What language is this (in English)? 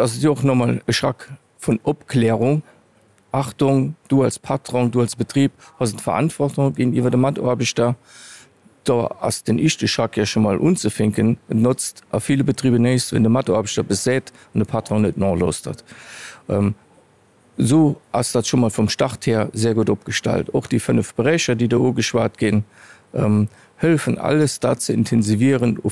Luxembourgish